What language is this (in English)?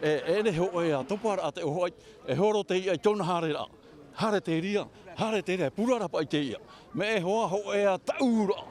Tahitian